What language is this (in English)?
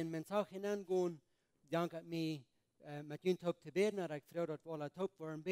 Plautdietsch